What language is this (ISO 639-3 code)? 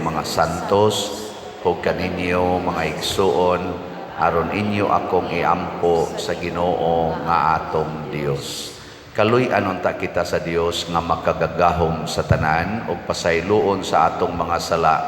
ceb